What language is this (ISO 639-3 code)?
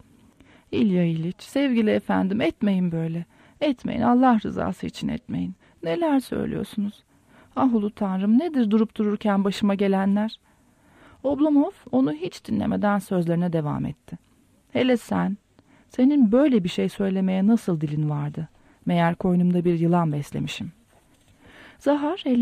tur